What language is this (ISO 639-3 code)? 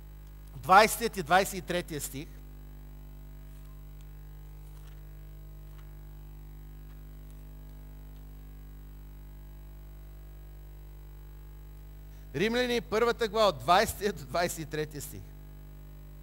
bul